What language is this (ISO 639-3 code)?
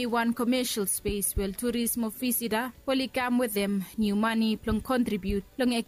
bis